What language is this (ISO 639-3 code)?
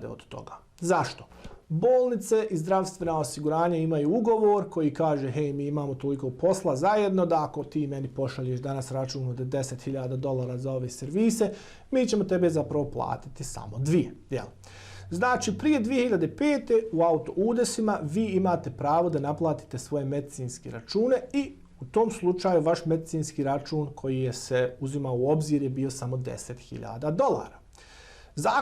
bos